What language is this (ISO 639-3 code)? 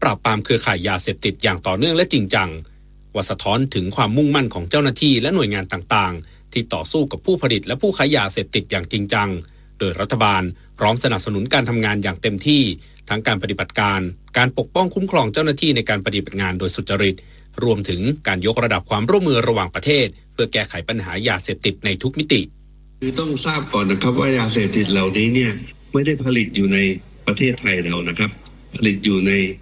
tha